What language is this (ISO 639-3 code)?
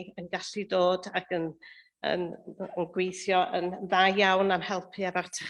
cym